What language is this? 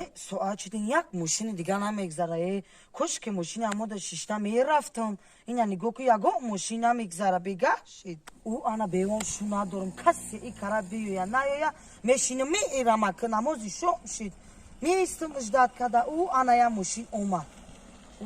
Tajik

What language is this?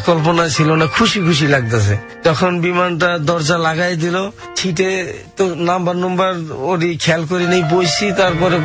Bangla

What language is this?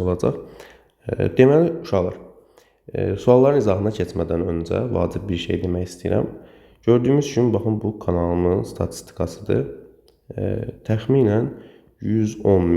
Azerbaijani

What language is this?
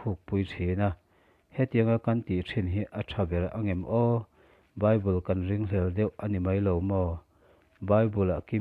Mizo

